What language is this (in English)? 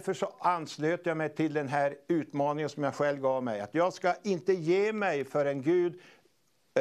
Swedish